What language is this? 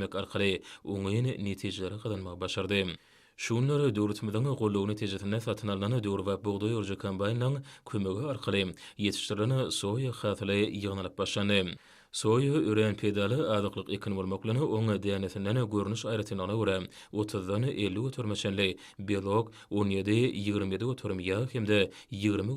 Turkmen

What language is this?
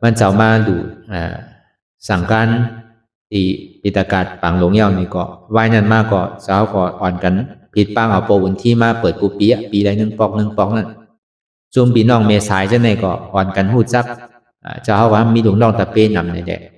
Shan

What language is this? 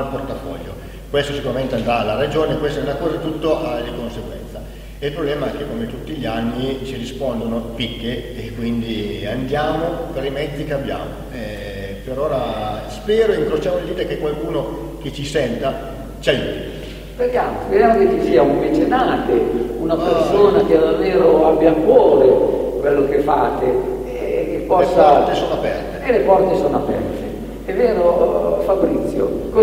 Italian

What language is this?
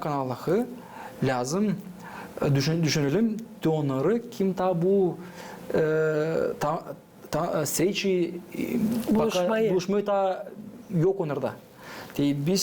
Gagauz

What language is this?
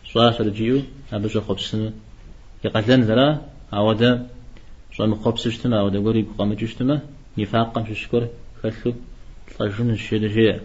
Kabardian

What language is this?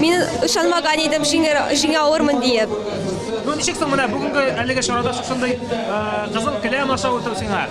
Tatar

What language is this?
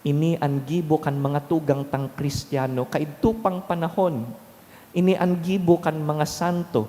Bikol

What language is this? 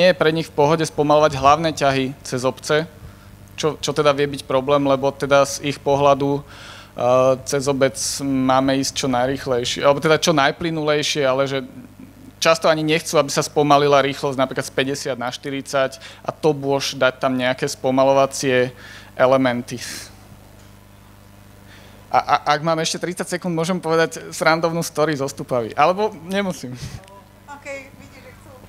Slovak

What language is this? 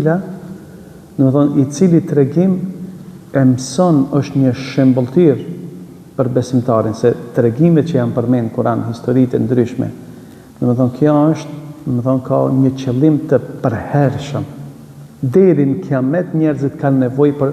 Albanian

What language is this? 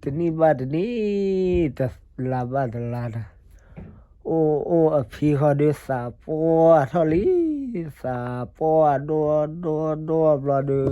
S'gaw Karen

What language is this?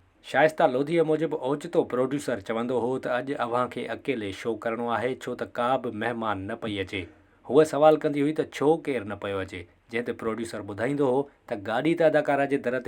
Sindhi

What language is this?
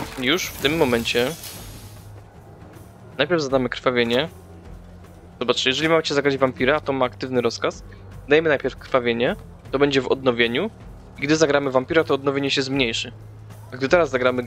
Polish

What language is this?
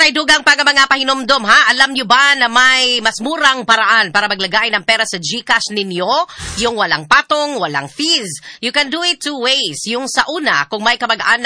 Filipino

